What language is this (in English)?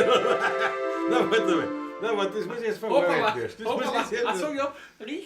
Bavarian